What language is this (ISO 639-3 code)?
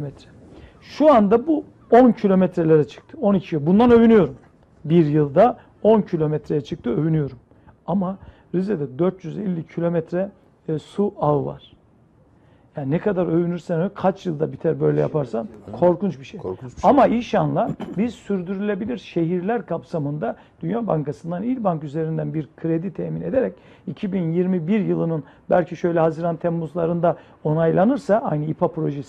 tur